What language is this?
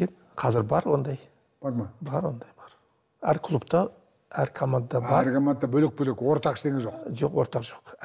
Kazakh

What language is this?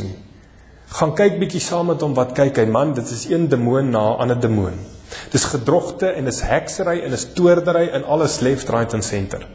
Afrikaans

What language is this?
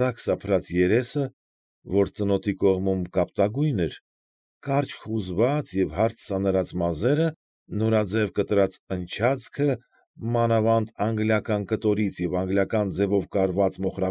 Armenian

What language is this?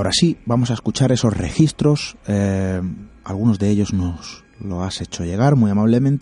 Spanish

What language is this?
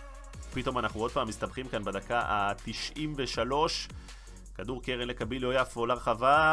Hebrew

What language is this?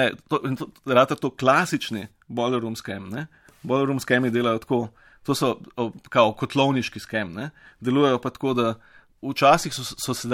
Slovenian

